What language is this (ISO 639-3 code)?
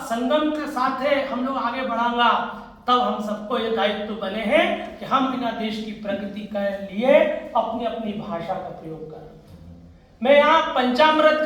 raj